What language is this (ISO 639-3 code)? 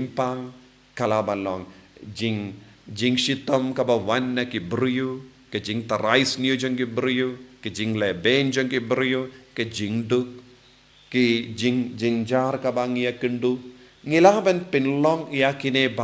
kha